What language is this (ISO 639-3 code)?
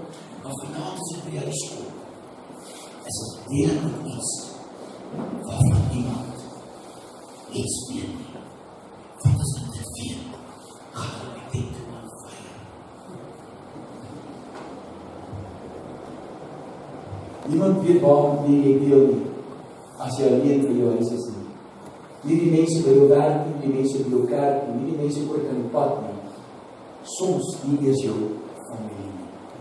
afr